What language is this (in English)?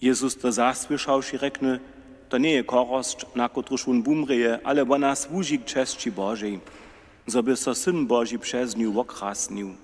Upper Sorbian